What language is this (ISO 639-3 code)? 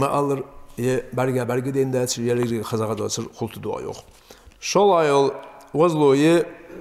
inh